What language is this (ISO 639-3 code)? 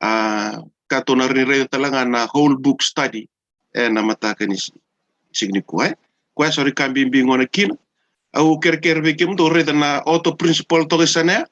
fij